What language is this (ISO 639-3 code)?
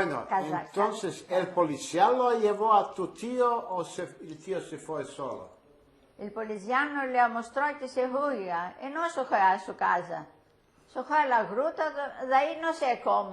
lad